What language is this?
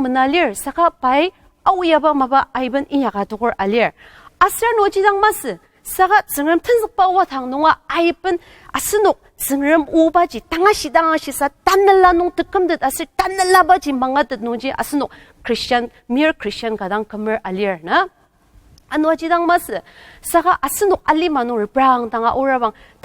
Ao Naga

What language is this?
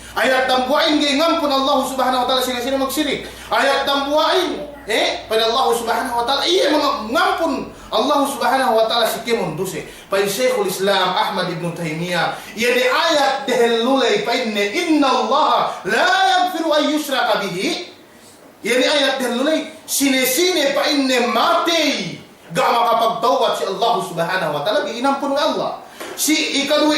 Yakan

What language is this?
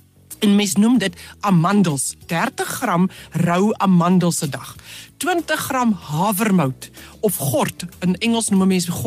Afrikaans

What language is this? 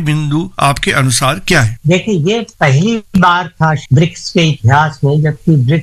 Hindi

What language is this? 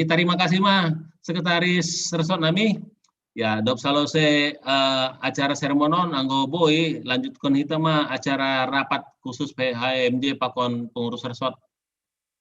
Batak Simalungun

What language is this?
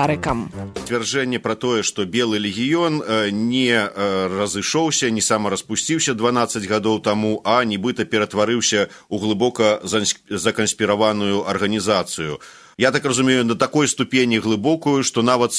Belarusian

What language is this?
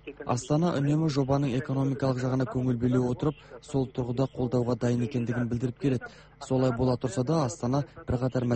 Kazakh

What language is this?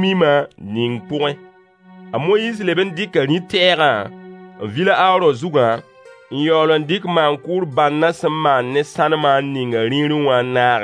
Mossi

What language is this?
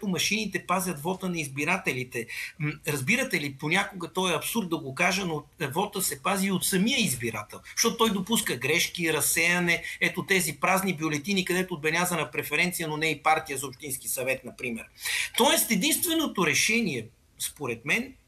Bulgarian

